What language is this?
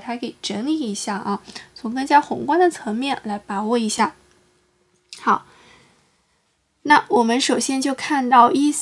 Chinese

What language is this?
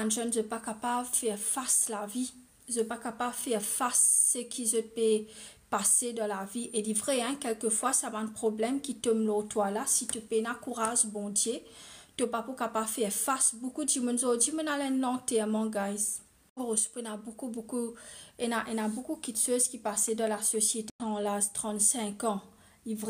Morisyen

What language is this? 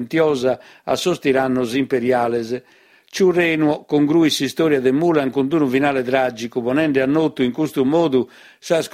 Sardinian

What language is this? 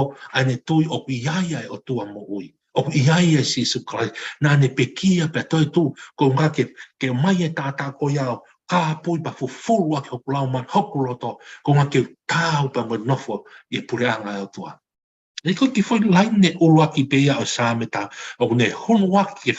Tongan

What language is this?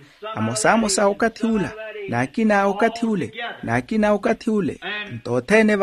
Makhuwa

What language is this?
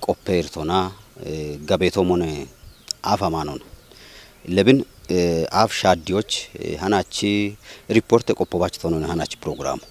Kafa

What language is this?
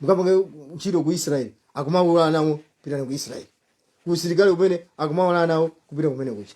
Nyanja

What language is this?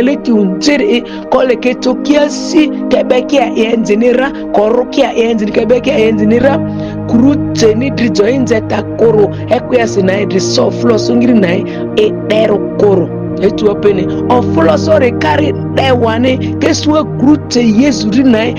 Ma'di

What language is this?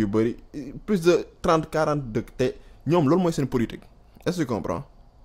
Wolof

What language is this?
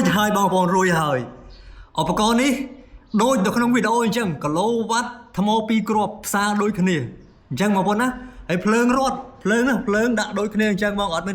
Khmer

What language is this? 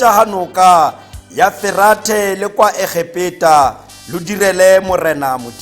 Tswana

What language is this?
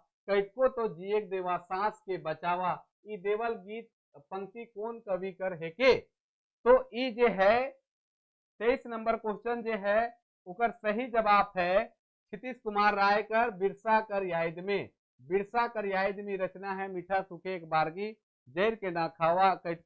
Sadri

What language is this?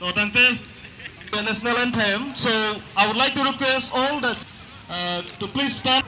Karbi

